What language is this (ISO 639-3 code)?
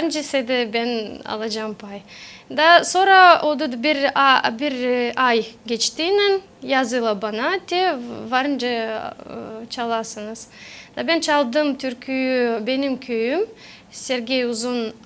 gag